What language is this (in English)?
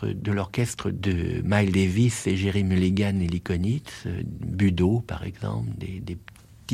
French